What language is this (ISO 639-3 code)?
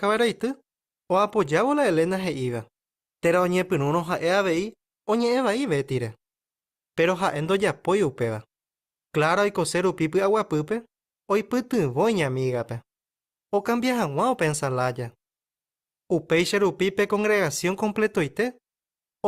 grn